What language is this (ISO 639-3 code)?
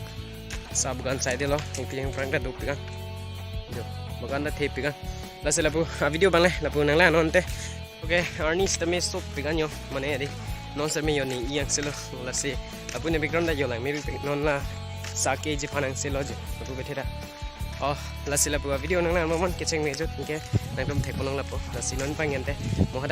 mjw